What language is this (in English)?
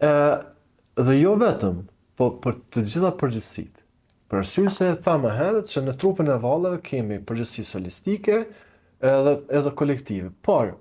Albanian